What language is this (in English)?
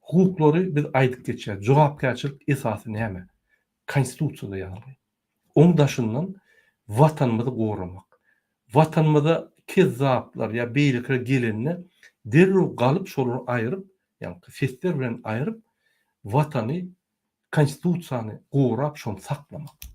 Turkmen